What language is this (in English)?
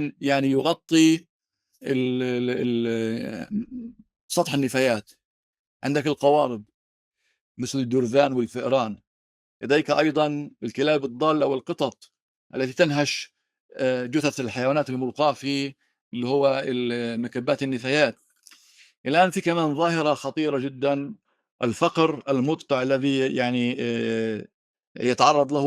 North Levantine Arabic